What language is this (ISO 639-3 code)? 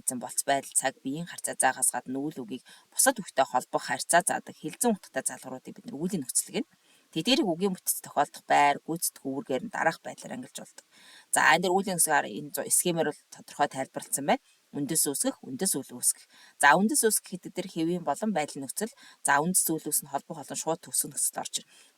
mon